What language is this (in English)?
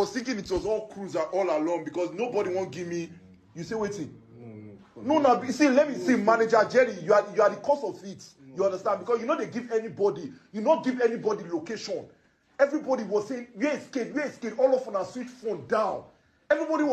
Nigerian Pidgin